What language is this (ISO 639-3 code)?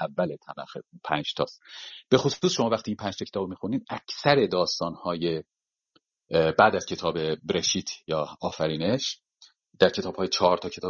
fas